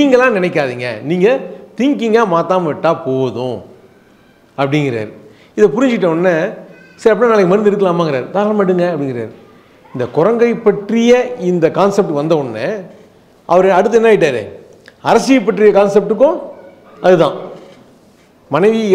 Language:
Tamil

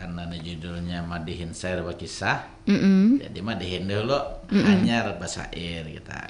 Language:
Banjar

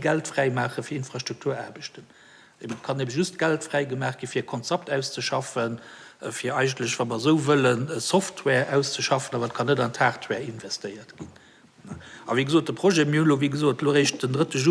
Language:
Luxembourgish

